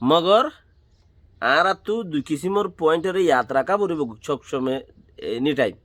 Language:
Rohingya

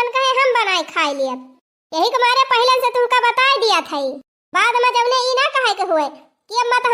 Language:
Awadhi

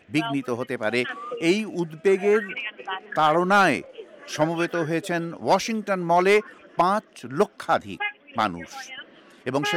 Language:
Bangla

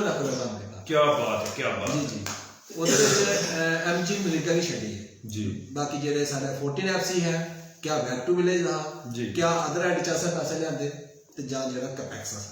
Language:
Dogri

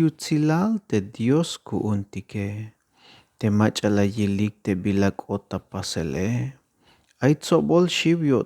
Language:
Tzeltal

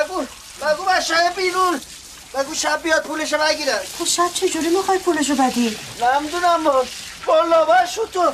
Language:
Persian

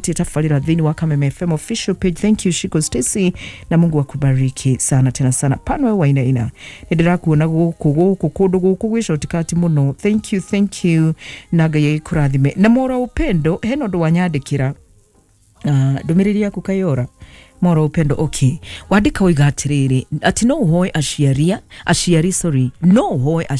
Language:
Kikuyu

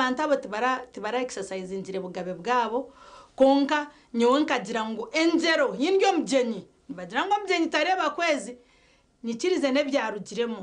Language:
Nyankole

